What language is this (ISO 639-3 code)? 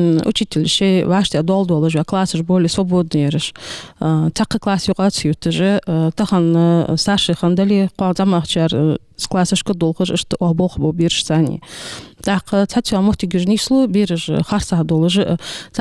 inh